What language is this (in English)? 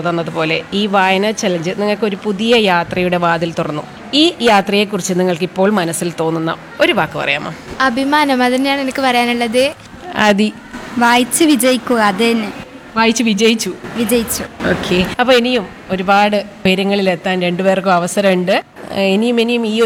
Malayalam